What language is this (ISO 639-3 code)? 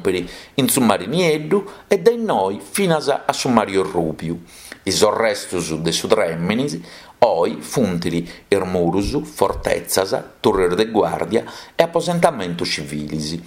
srd